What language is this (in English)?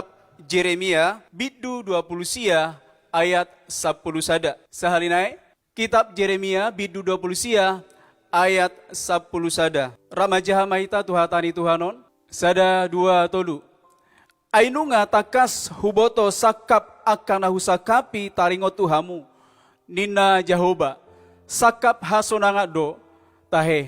Batak Toba